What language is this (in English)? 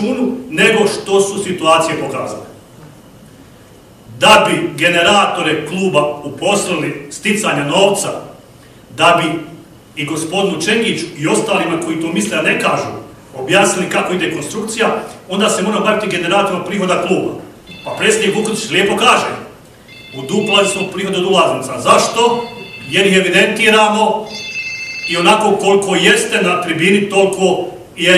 Bosnian